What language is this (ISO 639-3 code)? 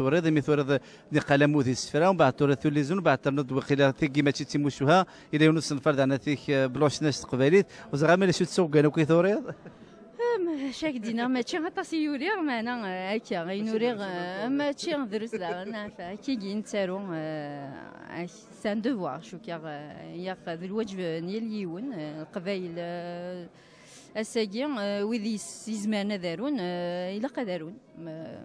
kab